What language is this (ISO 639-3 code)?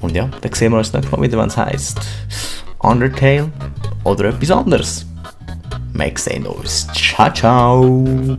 gsw